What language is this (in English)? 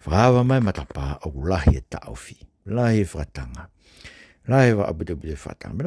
Tongan